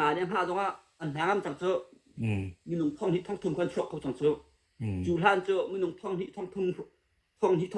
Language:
Hakha Chin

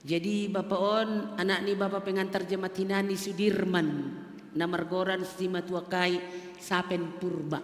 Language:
Batak Simalungun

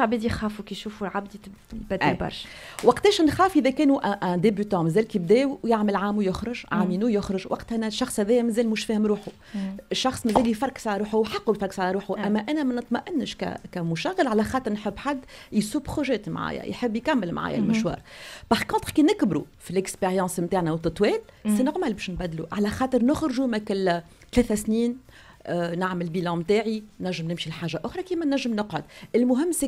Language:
Tunisian Arabic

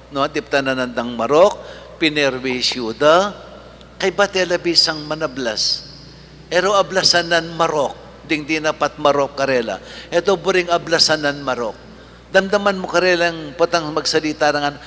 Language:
Pampanga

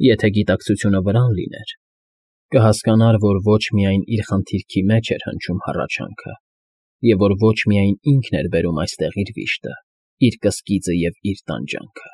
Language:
Armenian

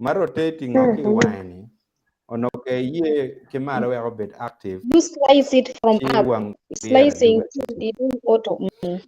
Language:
Acoli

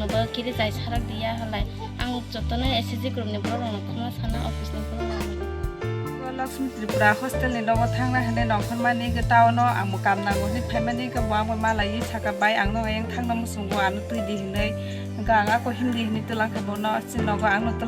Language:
Kok Borok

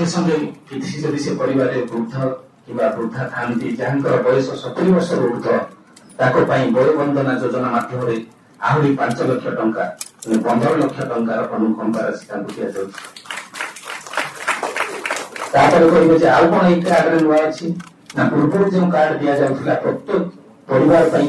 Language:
Odia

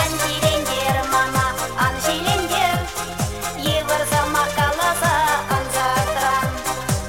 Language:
Chuvash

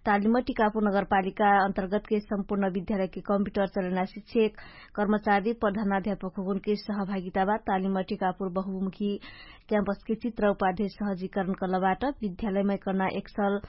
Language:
Dangaura Tharu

